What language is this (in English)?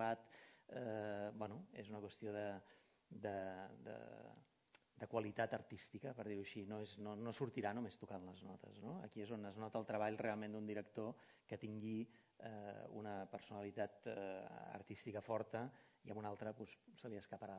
Catalan